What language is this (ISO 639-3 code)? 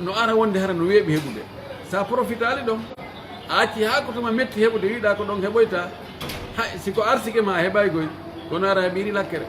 fuf